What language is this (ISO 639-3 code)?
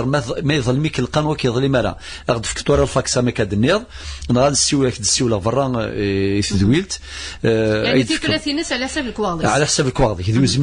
kab